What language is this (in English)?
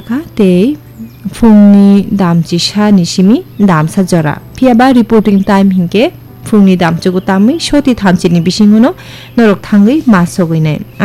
Kok Borok